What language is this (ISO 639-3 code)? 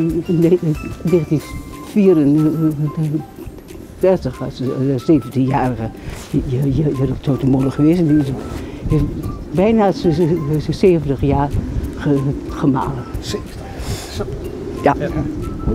nld